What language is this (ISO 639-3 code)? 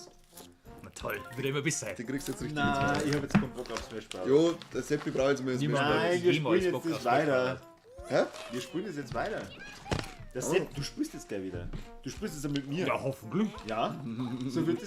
bar